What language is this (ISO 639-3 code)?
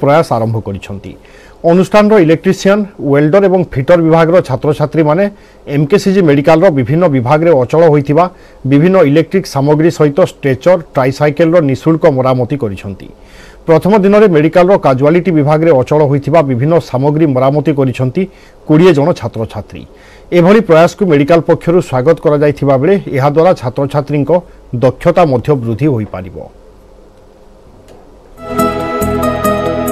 ori